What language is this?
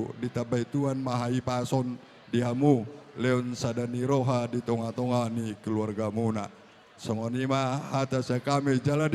Batak Toba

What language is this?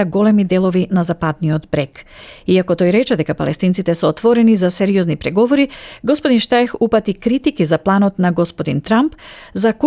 Macedonian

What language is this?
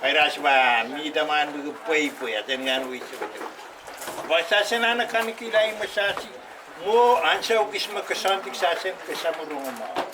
Pohnpeian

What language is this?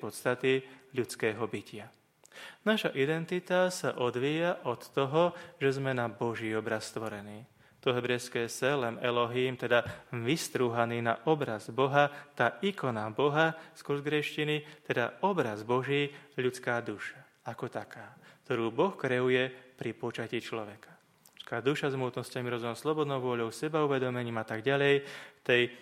Slovak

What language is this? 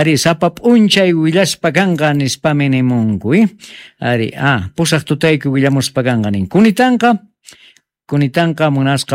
South Bolivian Quechua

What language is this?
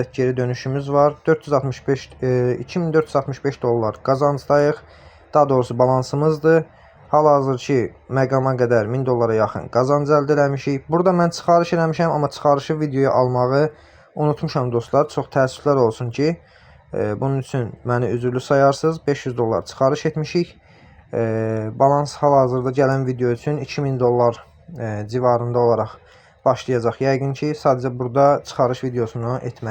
Azerbaijani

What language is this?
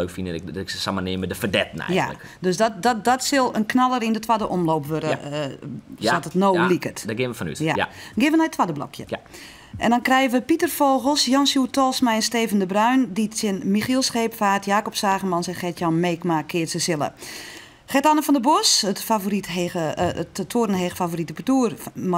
Western Frisian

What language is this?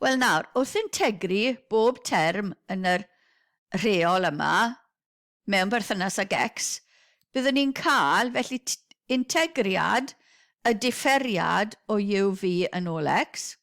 Welsh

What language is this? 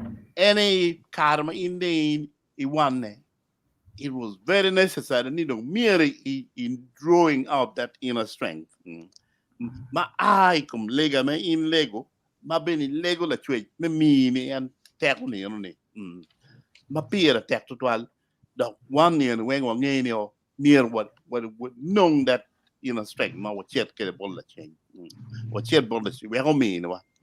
Acoli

